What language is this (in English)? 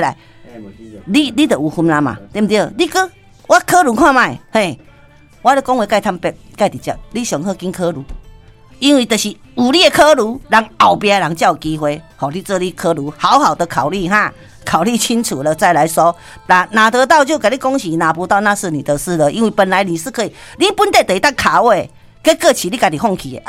Min Nan Chinese